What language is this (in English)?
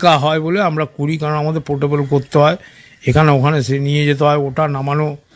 Bangla